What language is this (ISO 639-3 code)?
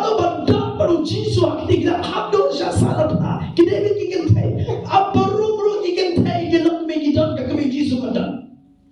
kha